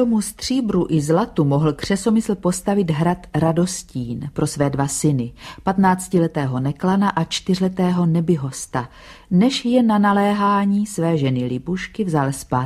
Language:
Czech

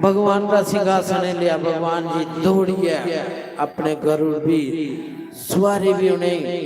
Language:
Dogri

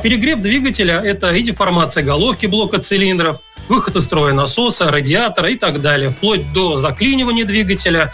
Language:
Russian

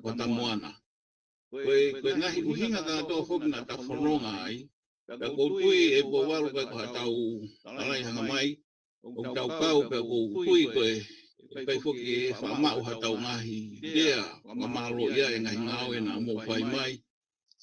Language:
Tongan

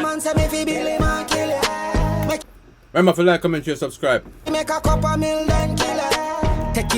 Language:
Jamaican Creole English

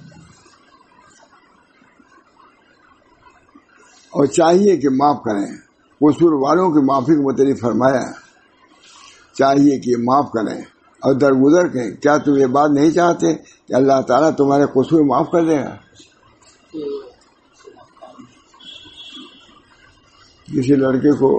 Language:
Urdu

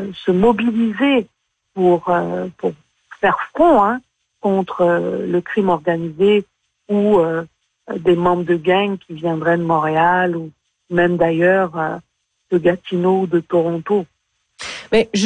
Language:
French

